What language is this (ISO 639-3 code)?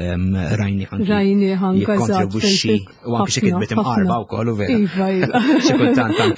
mlt